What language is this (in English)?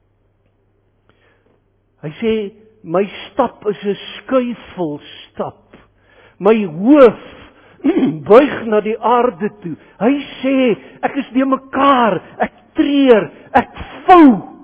Afrikaans